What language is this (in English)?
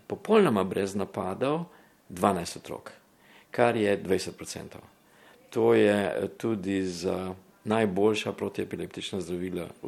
Slovenian